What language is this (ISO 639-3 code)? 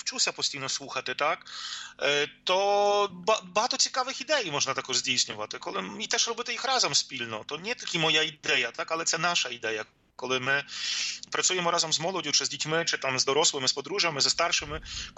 ukr